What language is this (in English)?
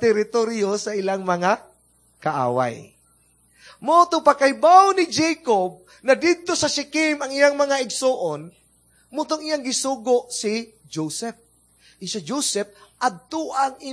Cebuano